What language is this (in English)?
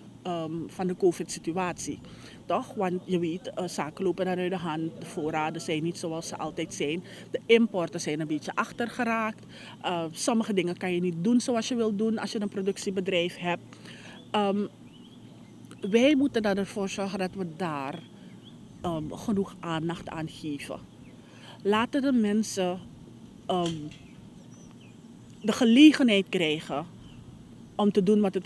Dutch